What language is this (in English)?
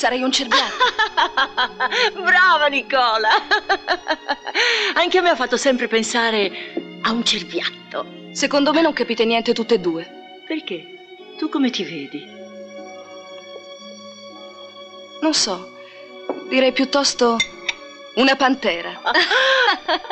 Italian